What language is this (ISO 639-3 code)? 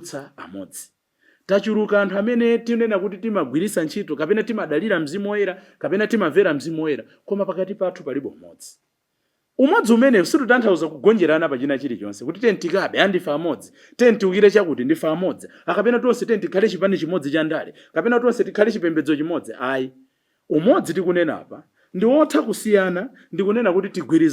nya